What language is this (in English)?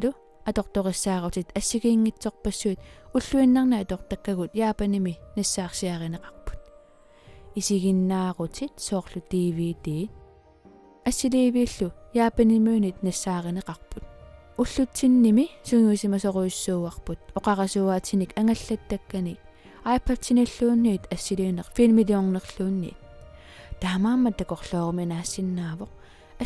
Kalaallisut